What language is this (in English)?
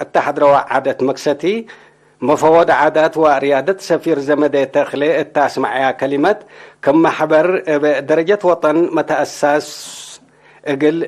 Tigre